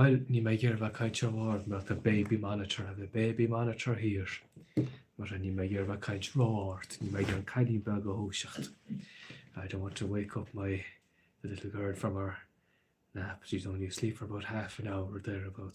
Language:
Irish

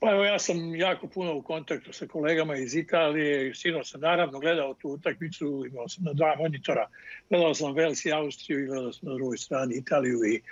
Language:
Bosnian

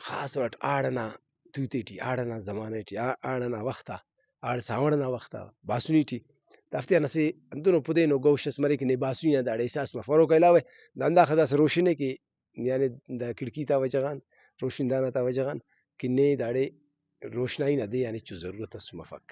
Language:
Brahui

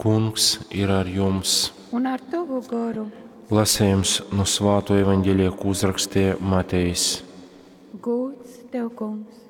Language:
Latgalian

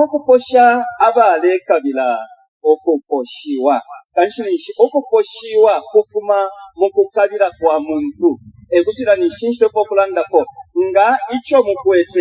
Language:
Bemba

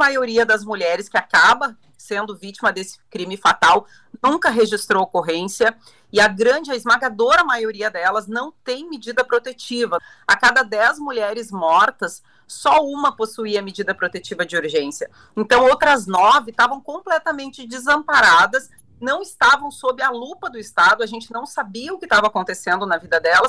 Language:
Portuguese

